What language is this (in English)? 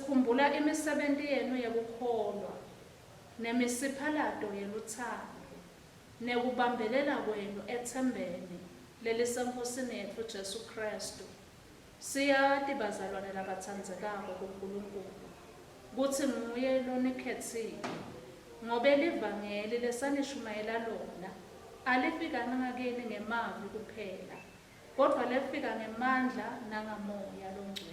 Swati